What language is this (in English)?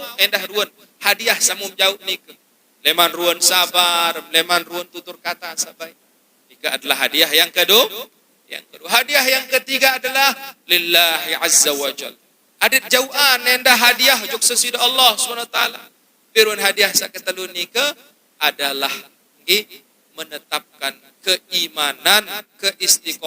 Sasak